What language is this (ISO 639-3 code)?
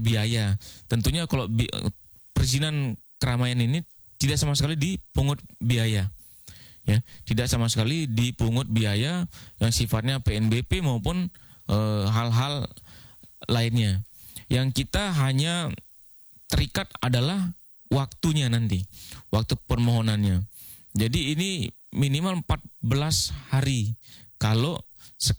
ind